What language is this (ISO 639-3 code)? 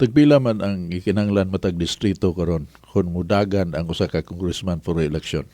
ceb